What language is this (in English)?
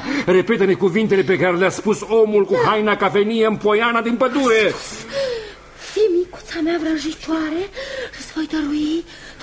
Romanian